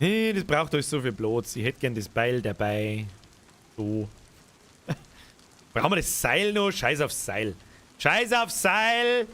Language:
Bavarian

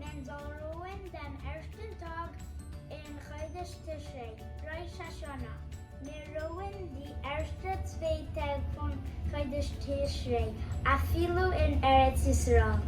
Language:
Yiddish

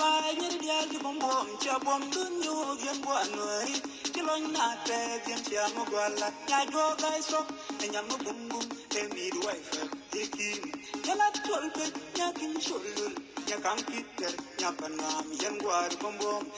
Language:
Nuer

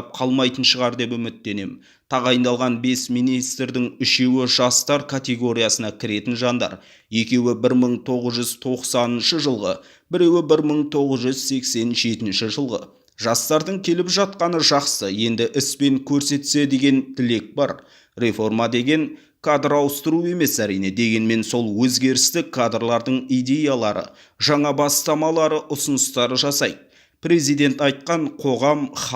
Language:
Kazakh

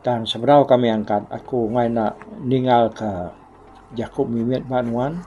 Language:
Iban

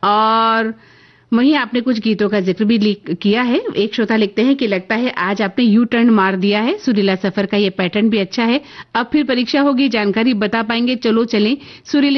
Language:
Hindi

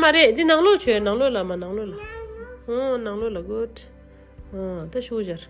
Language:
Tibetan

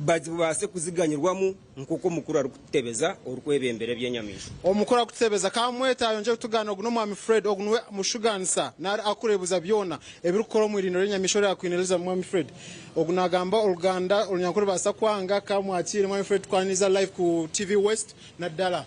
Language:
Nyankole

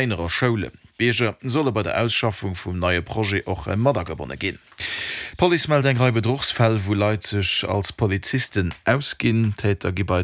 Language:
Luxembourgish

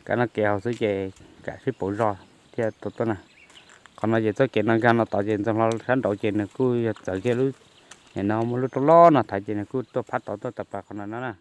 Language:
Hmong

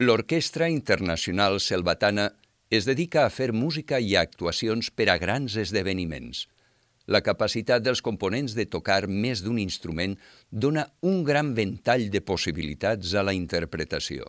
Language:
Catalan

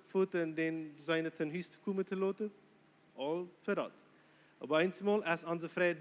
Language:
Plautdietsch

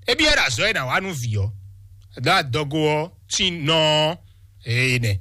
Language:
Fon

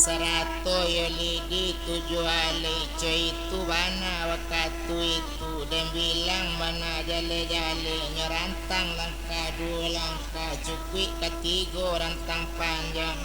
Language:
Minangkabau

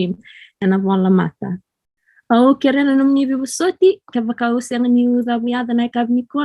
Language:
Fijian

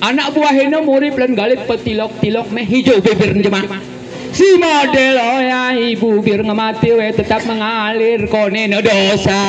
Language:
Gayo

